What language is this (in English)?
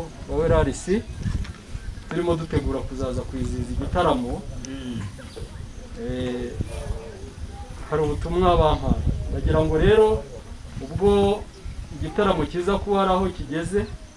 Kinyarwanda